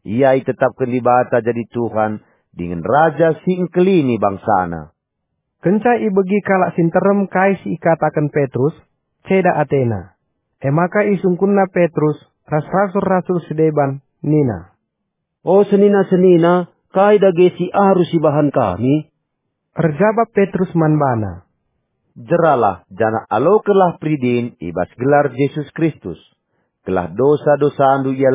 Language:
Batak Karo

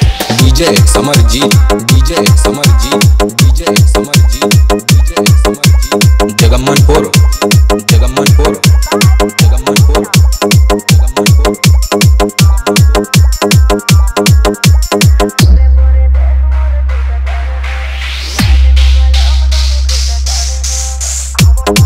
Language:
Bhojpuri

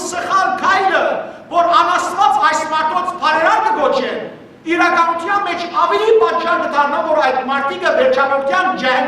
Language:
Western Armenian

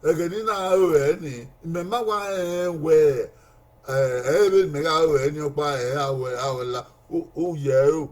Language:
Bini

